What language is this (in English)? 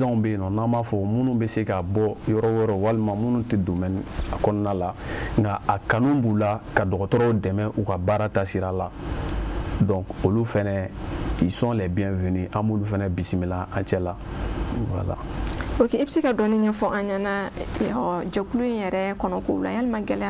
Bambara